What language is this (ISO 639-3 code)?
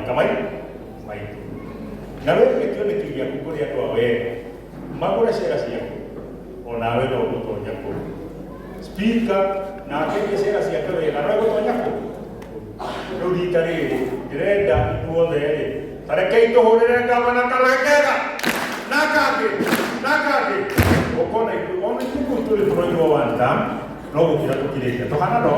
kik